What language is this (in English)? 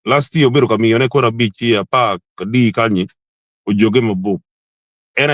Acoli